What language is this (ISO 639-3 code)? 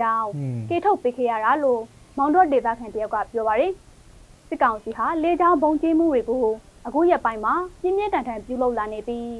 mya